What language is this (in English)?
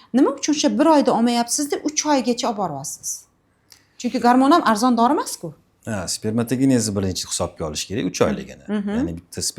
Uzbek